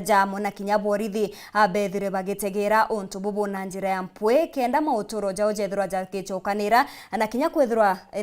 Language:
Meru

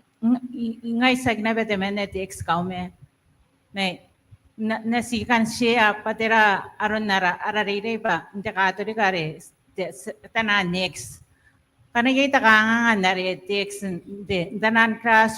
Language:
Gilbertese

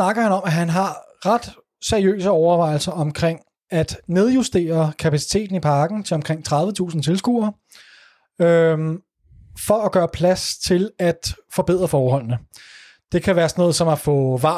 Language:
Danish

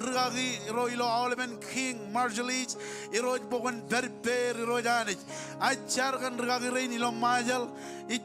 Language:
Marshallese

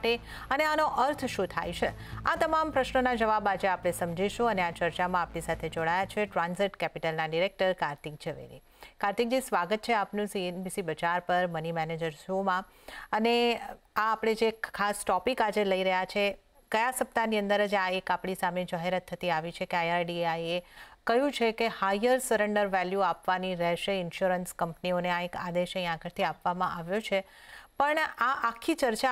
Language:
Gujarati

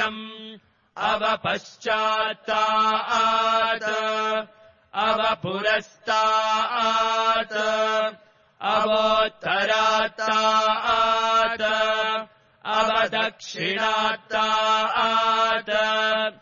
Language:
Sanskrit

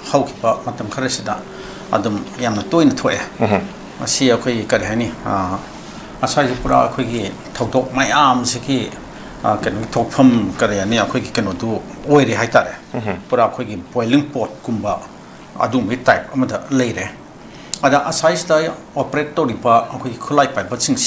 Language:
Manipuri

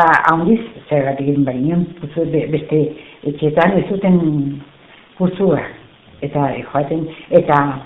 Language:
Basque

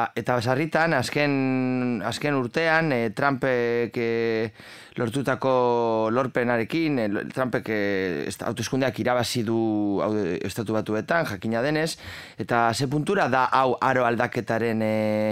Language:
Basque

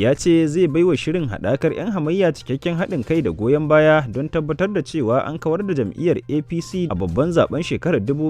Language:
Hausa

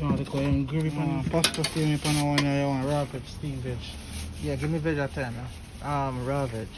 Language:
Jamaican Creole English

